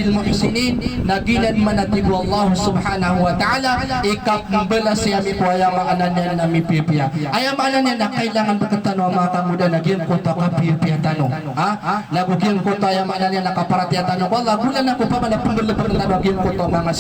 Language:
Maranao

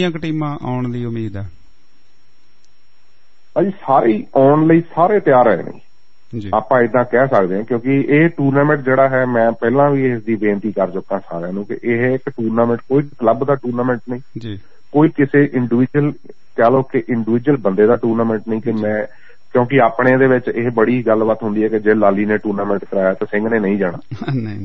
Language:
Punjabi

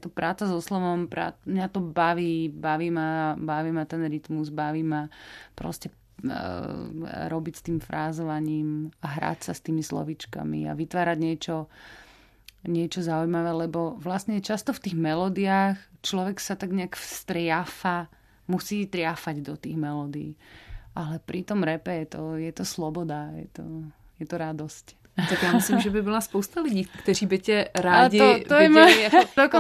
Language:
Slovak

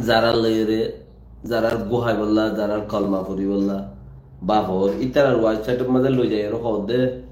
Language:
Rohingya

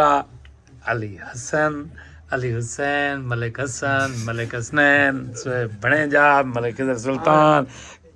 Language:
Saraiki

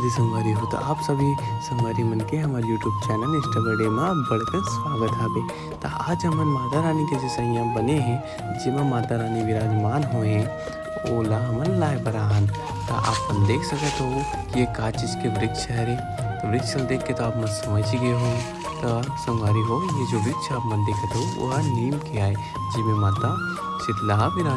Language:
Chhattisgarhi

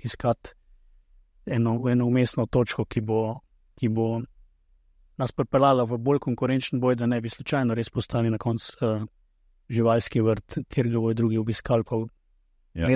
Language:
Slovenian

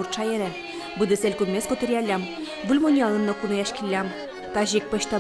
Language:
Udmurt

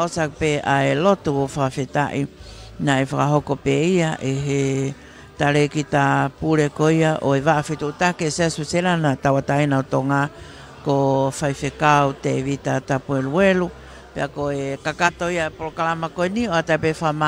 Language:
Tongan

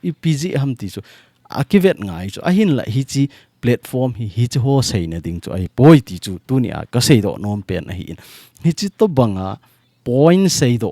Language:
Thado Chin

